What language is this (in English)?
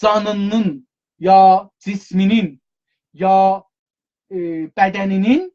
South Azerbaijani